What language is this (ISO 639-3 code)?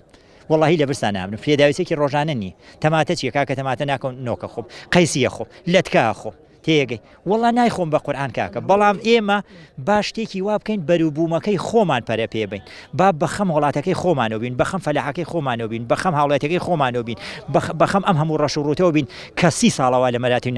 ckb